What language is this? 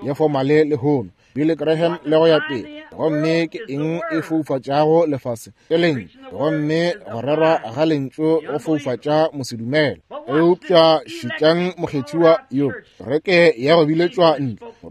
Northern Sotho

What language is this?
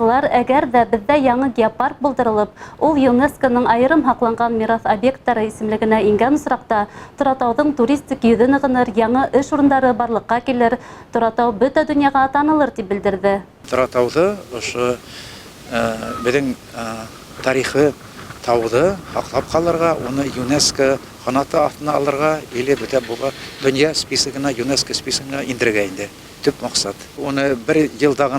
Bashkir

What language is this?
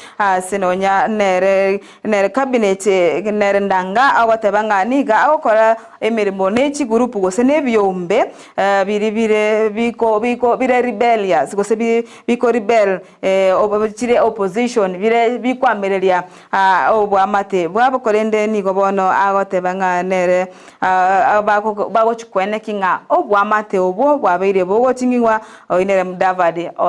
Gusii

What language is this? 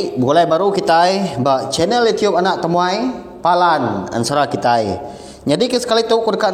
Iban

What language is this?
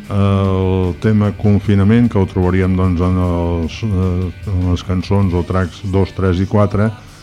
Catalan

